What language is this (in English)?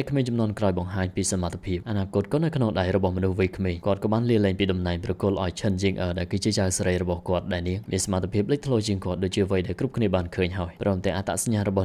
Khmer